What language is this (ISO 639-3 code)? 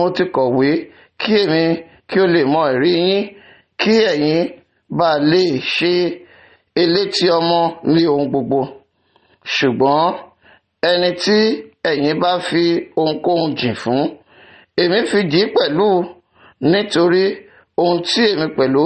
yor